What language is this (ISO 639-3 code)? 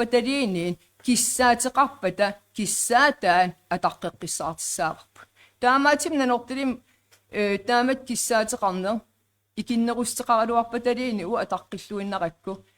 kal